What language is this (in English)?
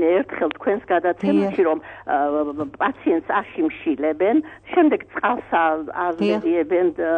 Georgian